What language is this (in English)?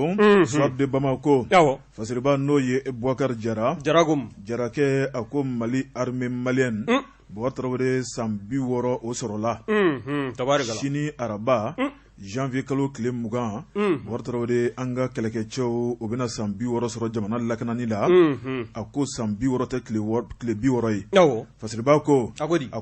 Bambara